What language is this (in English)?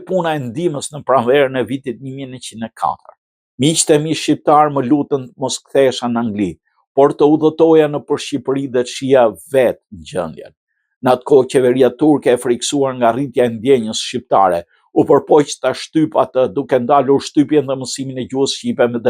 Albanian